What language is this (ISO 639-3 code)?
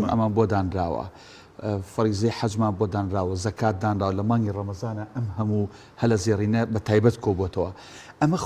ckb